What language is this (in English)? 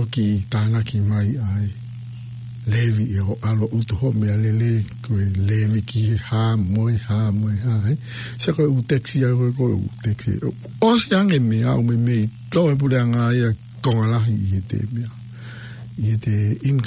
Tongan